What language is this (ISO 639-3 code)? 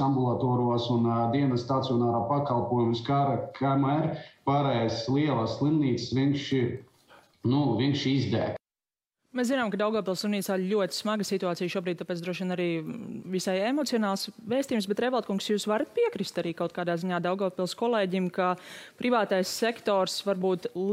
lav